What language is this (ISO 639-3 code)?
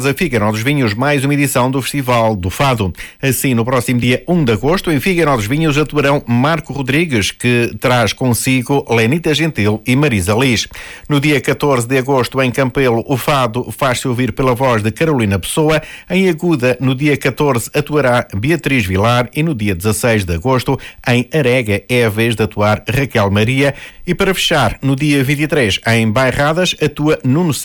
por